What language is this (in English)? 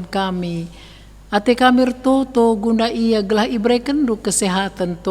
Batak Karo